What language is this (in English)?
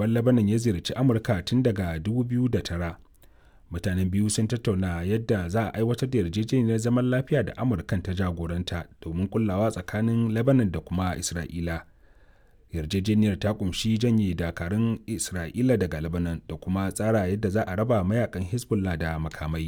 Hausa